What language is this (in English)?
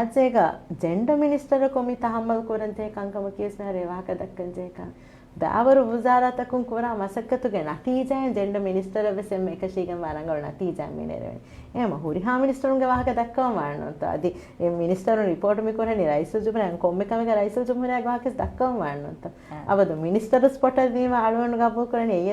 Divehi